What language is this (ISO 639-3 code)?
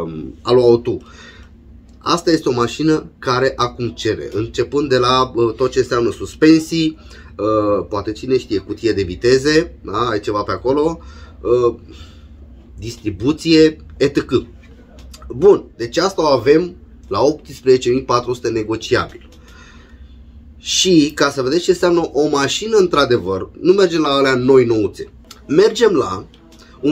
ron